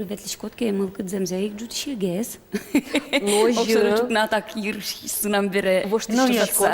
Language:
Udmurt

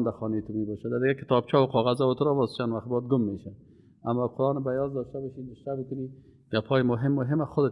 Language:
Persian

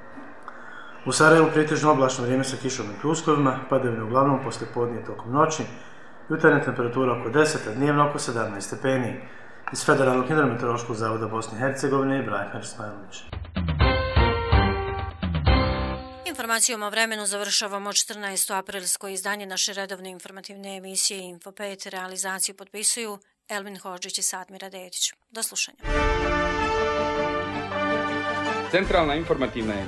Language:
Bosnian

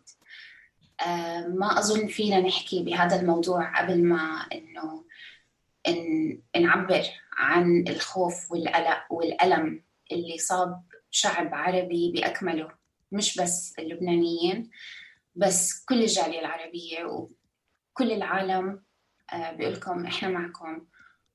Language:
North Levantine Arabic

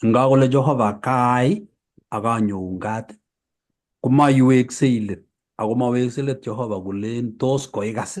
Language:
Kalenjin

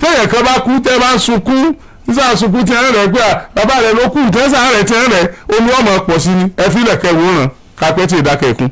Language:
Yoruba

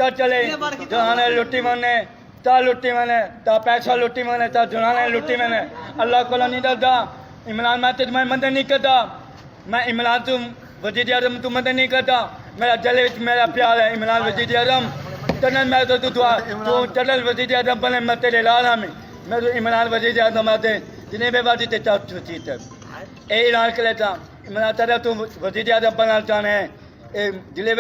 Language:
Saraiki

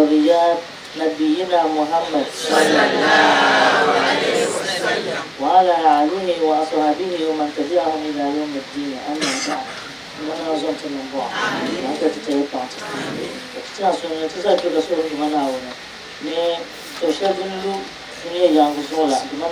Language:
Dagbani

